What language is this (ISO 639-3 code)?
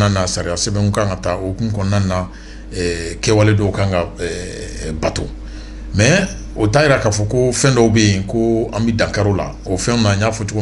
bam